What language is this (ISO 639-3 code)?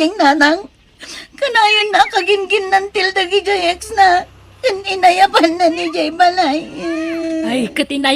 ilo